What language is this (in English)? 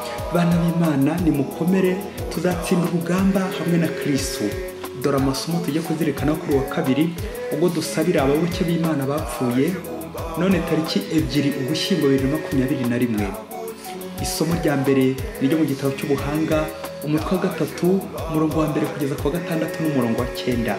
Kinyarwanda